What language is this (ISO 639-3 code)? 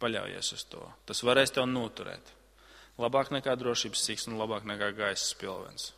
lav